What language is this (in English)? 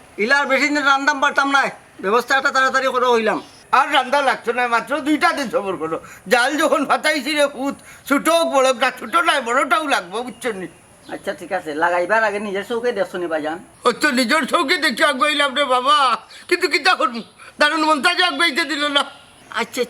Sylheti